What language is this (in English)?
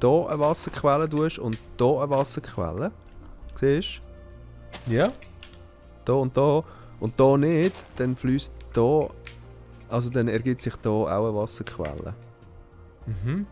Swiss German